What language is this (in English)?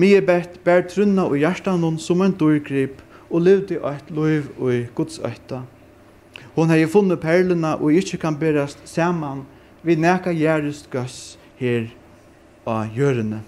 Faroese